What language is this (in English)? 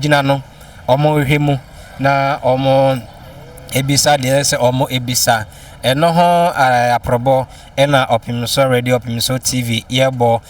Akan